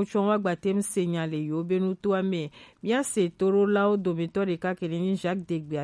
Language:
Gen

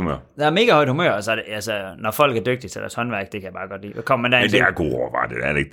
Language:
Danish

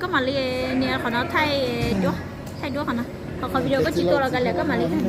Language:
Hmong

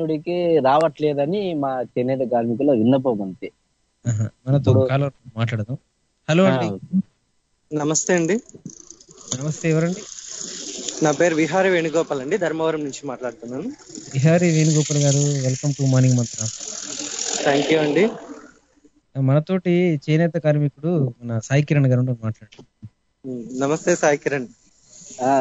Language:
Telugu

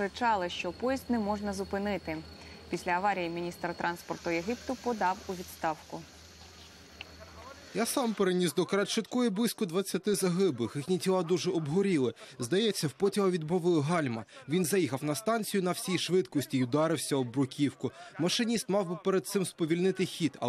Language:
Ukrainian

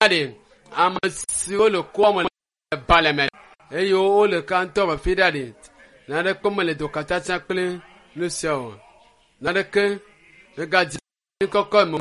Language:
Ewe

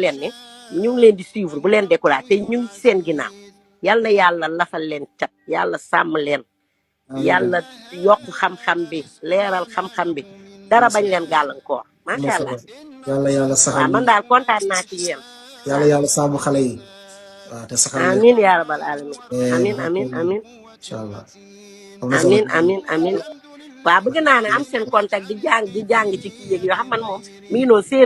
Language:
Wolof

